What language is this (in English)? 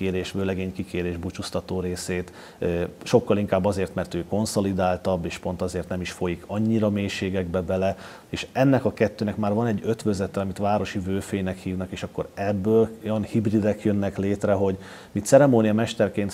Hungarian